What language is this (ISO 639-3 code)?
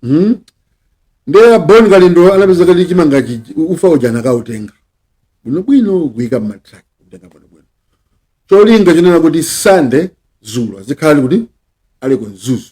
nya